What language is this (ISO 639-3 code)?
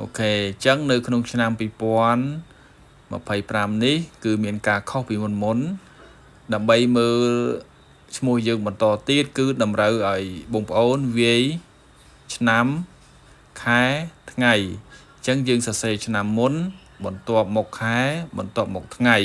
khm